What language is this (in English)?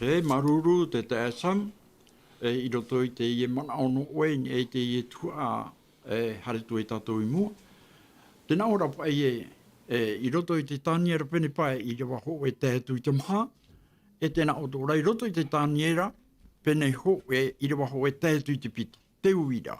Tahitian